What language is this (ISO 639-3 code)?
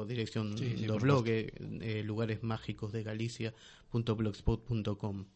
glg